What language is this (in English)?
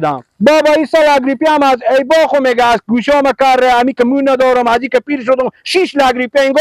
Persian